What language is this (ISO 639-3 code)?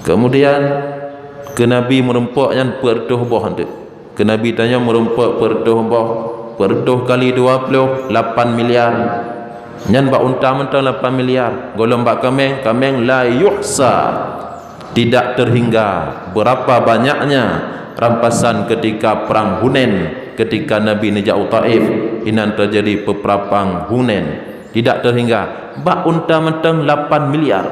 ace